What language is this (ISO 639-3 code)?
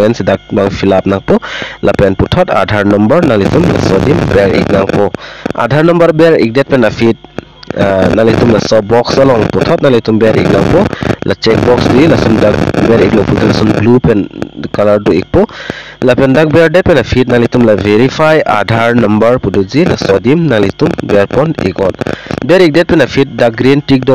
mjw